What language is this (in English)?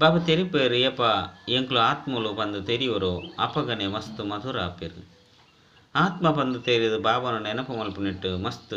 Tulu